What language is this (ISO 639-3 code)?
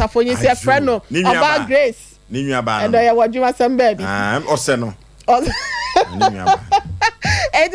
aka